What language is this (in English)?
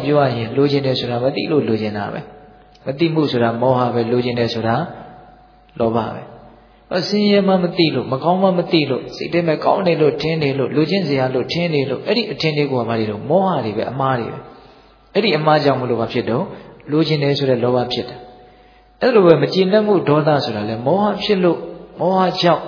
Burmese